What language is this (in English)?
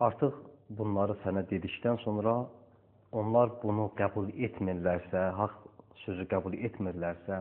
Azerbaijani